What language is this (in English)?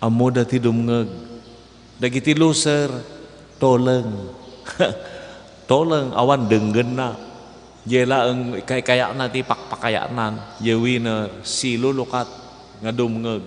Iloko